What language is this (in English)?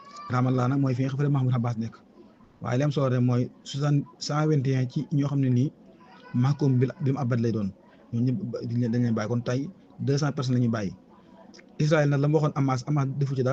Wolof